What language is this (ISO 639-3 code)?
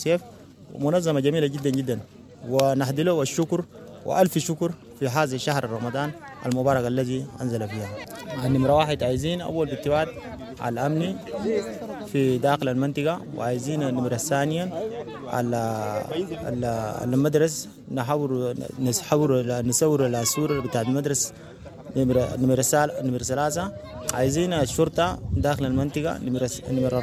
apd